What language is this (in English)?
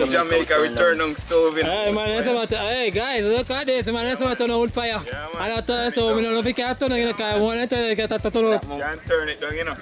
Jamaican Creole English